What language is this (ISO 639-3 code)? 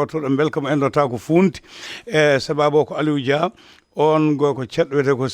ful